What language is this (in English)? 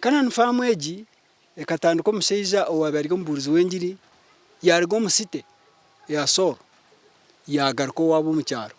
Nyankole